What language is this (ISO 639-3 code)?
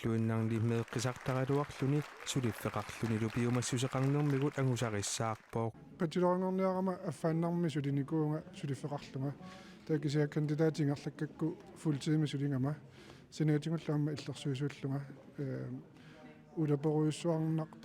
kal